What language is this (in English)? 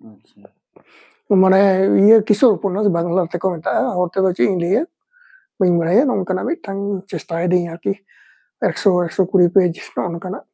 Santali